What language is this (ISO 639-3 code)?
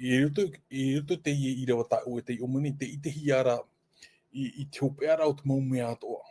tah